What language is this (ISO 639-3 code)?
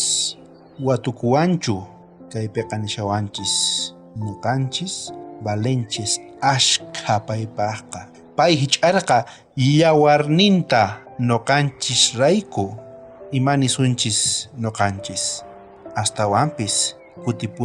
quh